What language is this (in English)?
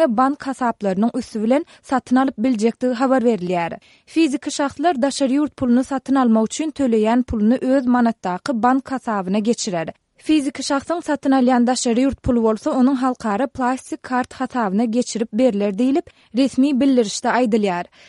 Turkmen